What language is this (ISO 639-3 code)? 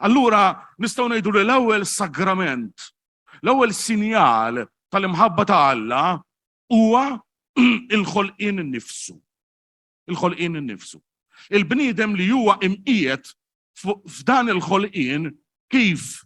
mlt